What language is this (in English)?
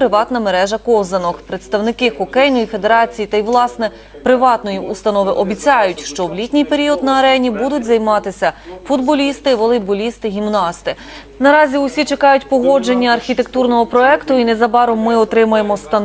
Ukrainian